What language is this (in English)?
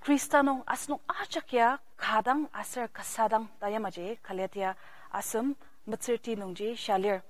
Ao Naga